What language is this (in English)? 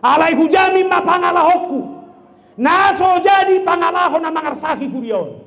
Batak Toba